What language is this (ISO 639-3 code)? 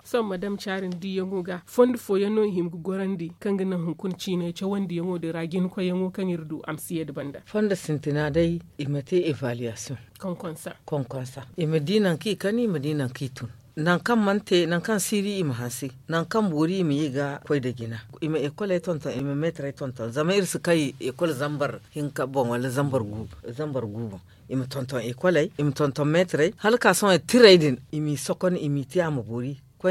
dje